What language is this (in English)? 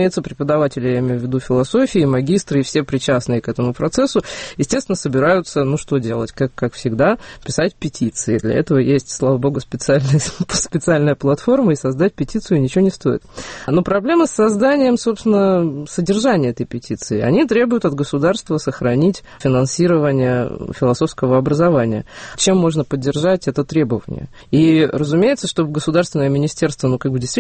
Russian